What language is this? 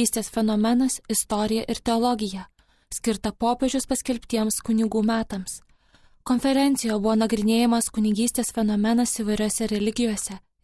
Lithuanian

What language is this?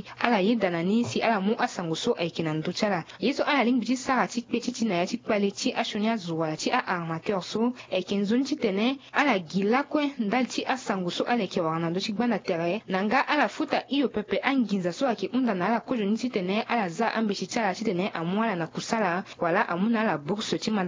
Sango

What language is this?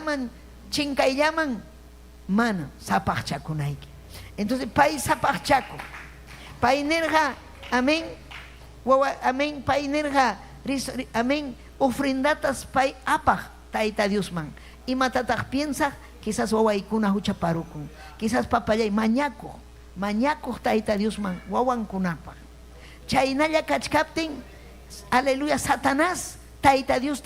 Ayacucho Quechua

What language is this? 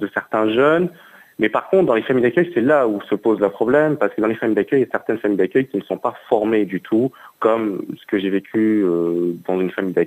French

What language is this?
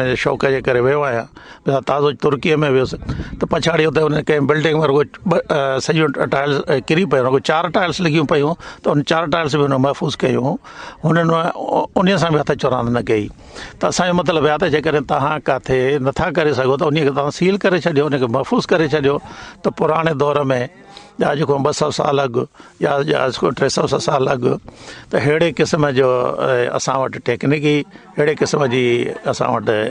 Sindhi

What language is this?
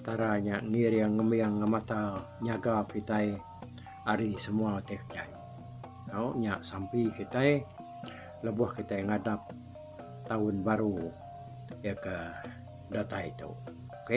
Iban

